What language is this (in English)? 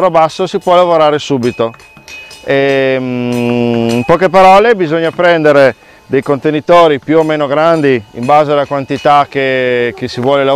Italian